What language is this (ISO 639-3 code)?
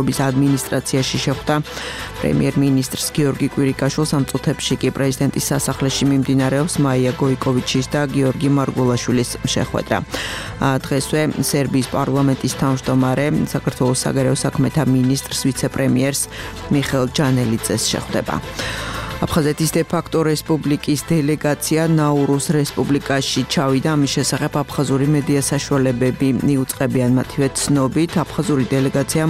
kat